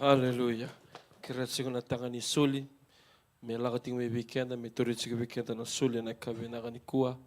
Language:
Fijian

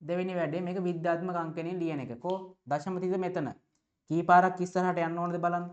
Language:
Sinhala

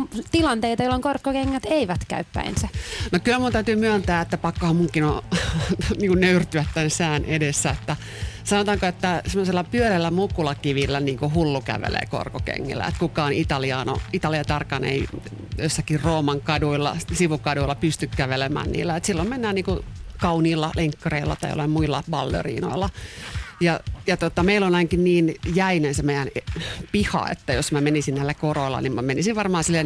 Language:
Finnish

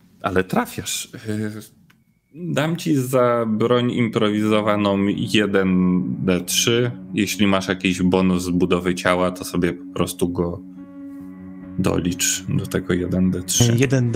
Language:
Polish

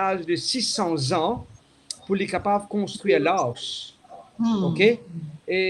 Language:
Morisyen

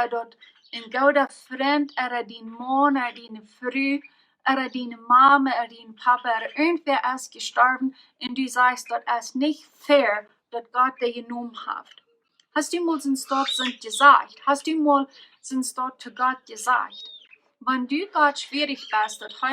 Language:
Plautdietsch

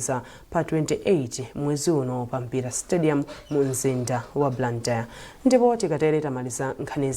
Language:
Nyanja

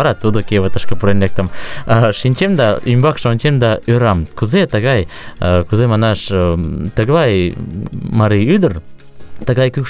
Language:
Mari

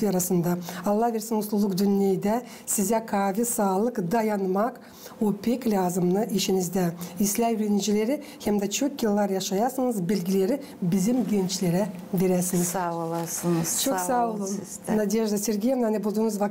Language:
Gagauz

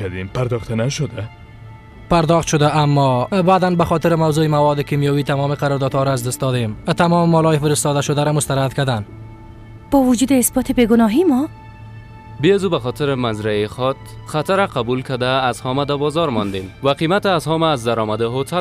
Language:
Persian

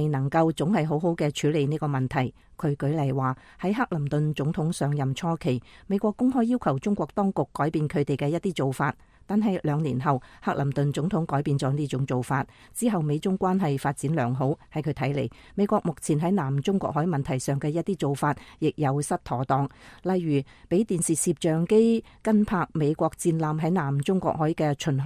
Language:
Cantonese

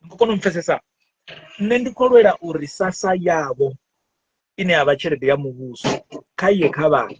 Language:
Venda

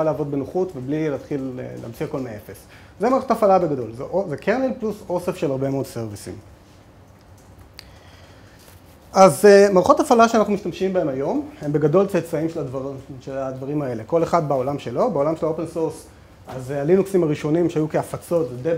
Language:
Hebrew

